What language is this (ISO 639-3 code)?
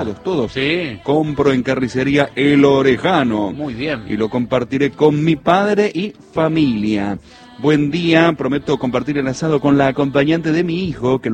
spa